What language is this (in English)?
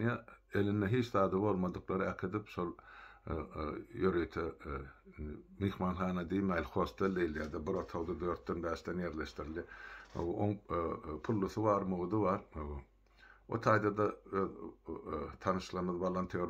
Turkmen